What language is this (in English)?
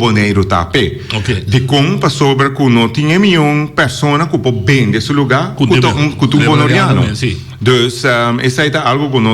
Papiamento